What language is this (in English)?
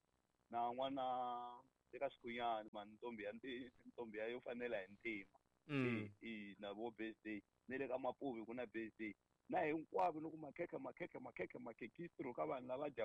Tsonga